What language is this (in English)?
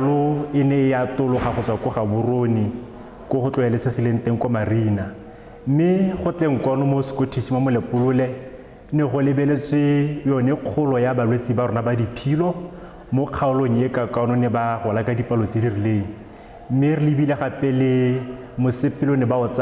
Tswana